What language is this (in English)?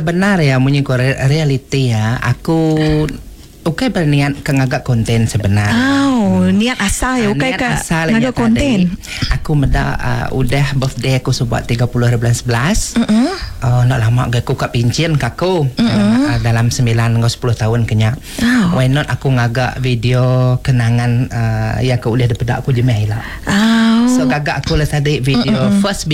Iban